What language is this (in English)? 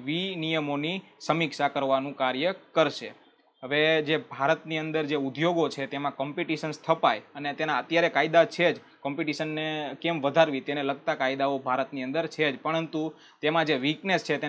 Gujarati